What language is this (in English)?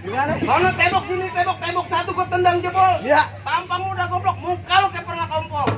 Betawi